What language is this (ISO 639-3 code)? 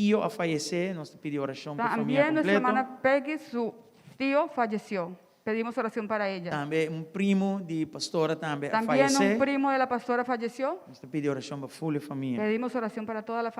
pap